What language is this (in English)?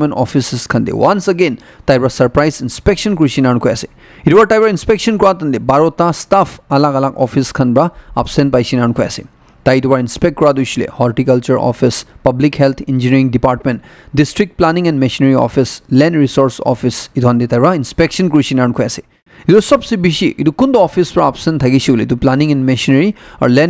Naga Pidgin